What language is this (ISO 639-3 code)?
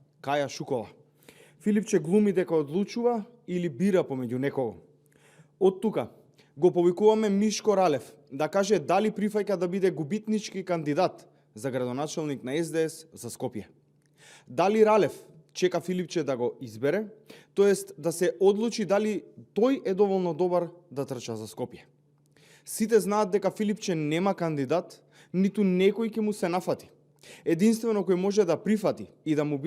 mkd